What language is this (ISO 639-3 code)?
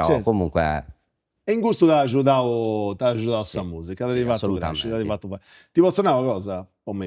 srd